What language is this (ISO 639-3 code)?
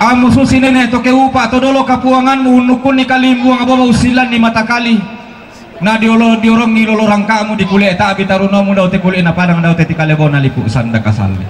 sda